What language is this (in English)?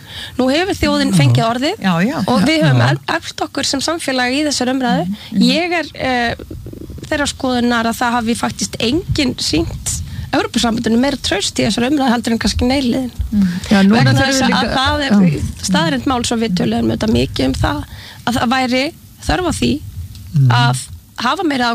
Icelandic